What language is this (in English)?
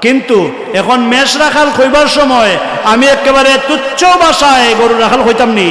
Sylheti